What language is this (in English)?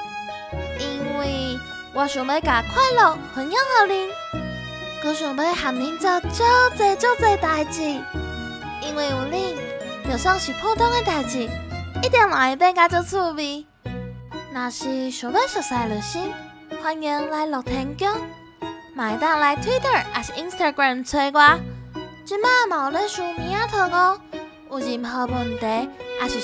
Min Nan Chinese